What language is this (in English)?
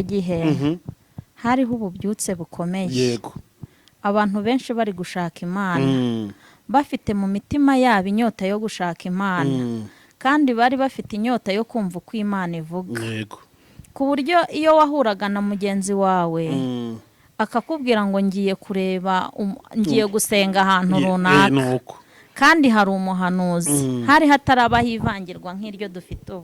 Kinyarwanda